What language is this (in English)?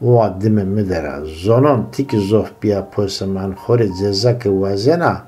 Zaza